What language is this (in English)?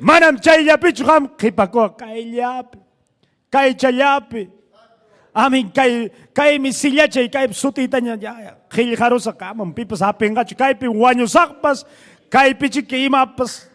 Ayacucho Quechua